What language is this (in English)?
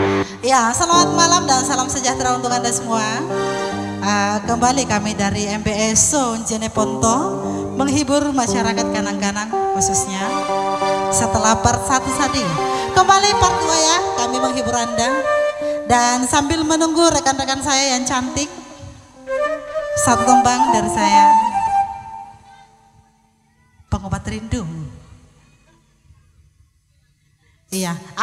Indonesian